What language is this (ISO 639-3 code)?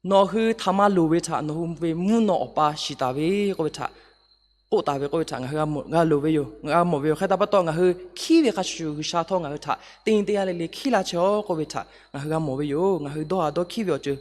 lhu